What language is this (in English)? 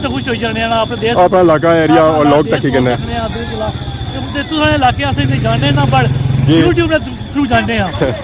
Pahari-Potwari